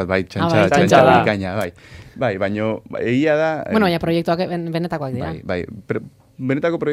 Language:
Basque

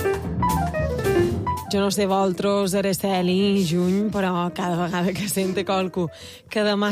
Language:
Catalan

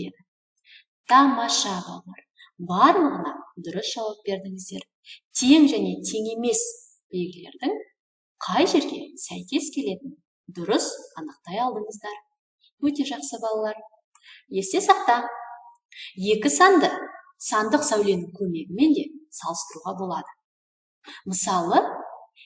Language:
Kazakh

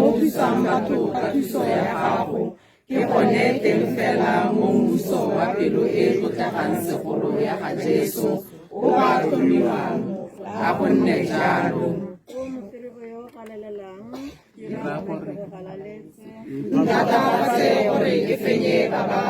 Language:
Tswana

